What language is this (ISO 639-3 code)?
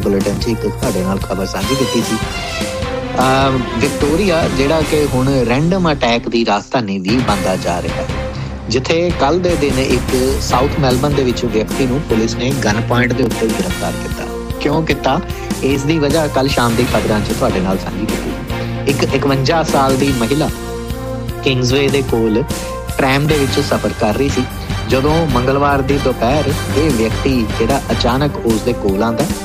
pan